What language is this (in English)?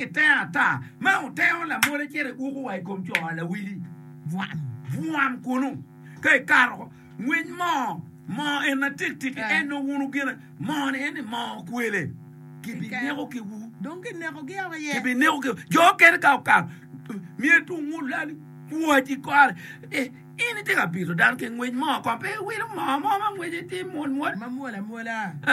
Acoli